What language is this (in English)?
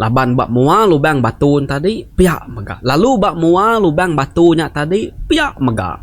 Iban